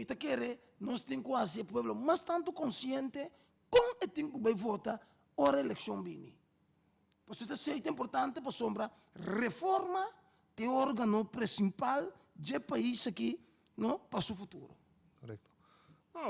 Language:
Papiamento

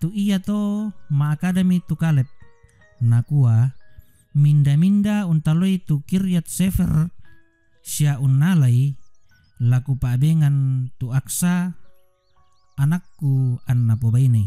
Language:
Toraja-Sa'dan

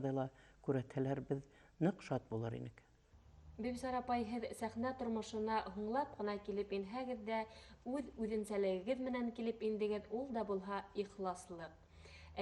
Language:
Bashkir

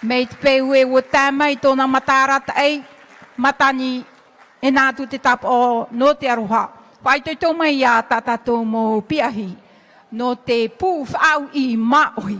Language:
Tahitian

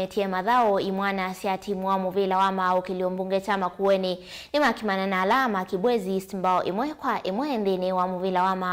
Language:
Kamba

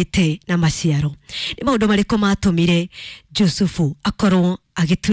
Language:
Kikuyu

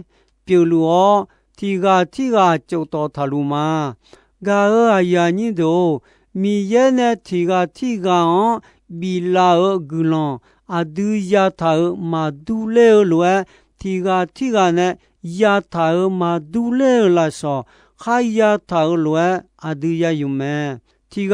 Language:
Akha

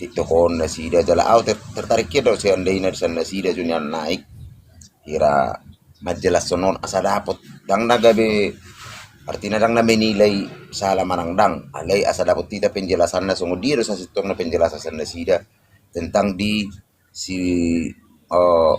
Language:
Batak Toba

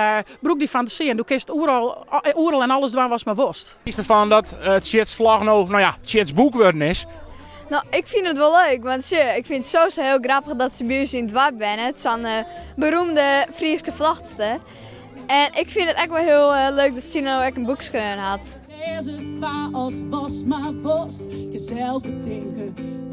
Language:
Western Frisian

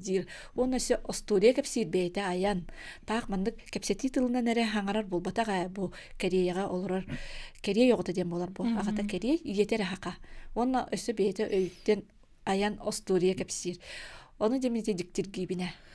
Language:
Yakut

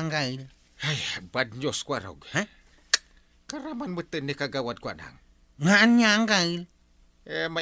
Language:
Iloko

